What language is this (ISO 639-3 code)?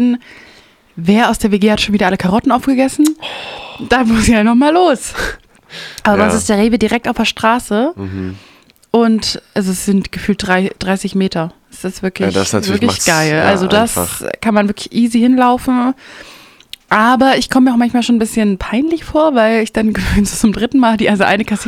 deu